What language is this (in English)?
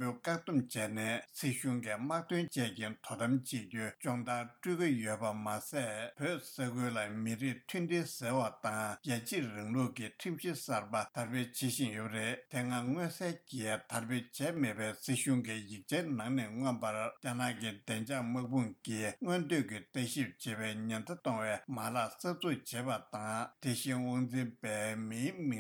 Tibetan